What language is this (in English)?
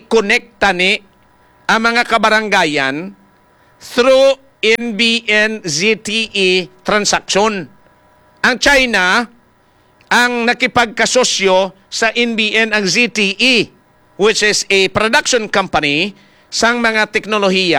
Hiligaynon